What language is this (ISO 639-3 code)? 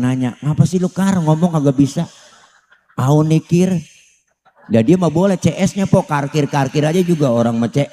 bew